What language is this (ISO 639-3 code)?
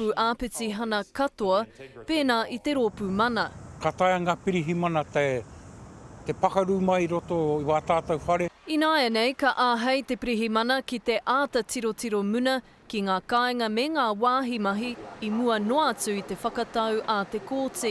mri